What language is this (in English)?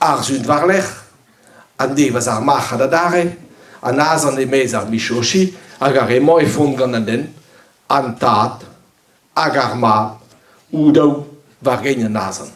Breton